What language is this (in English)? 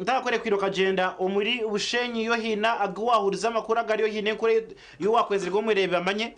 Nyankole